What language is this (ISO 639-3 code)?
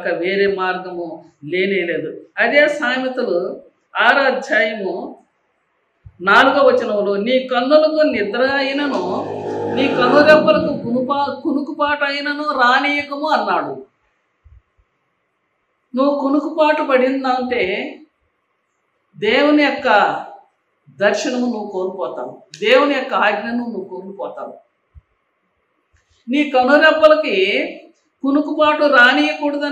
tel